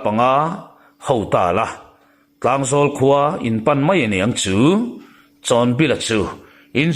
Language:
Mizo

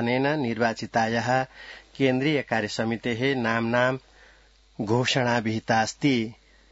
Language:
Sanskrit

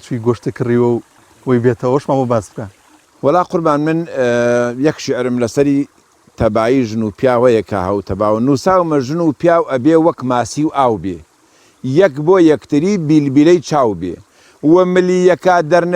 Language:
Central Kurdish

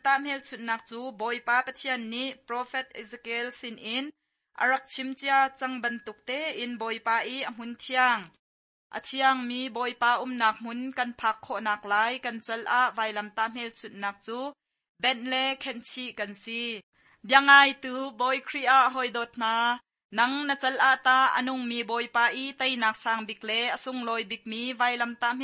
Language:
Hakha Chin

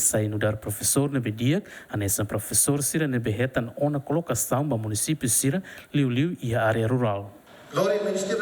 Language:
Tetum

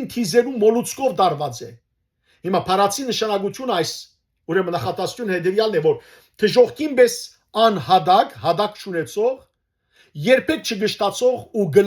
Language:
Western Armenian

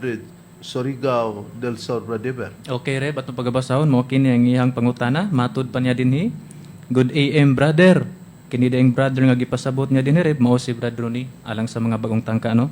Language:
Cebuano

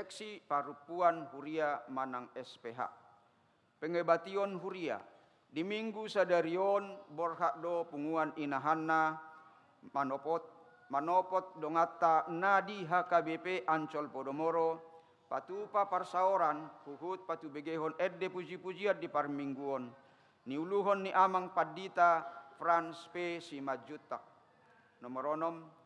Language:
Batak Toba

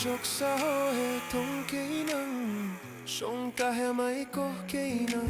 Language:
Naga Pidgin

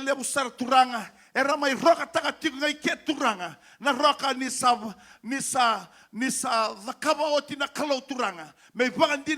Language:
Fijian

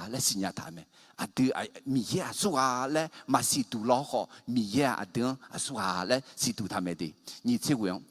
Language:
Akha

